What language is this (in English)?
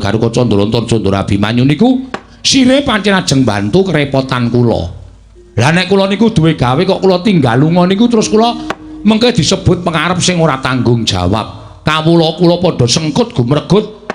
Javanese